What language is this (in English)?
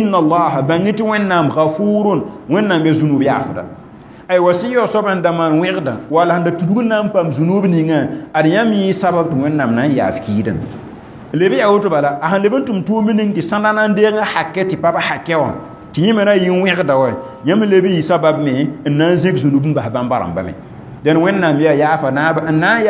Mossi